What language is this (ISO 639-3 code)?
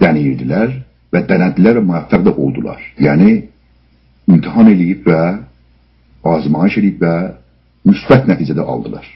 azb